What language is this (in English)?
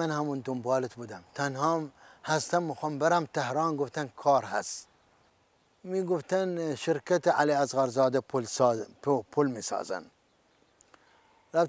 Persian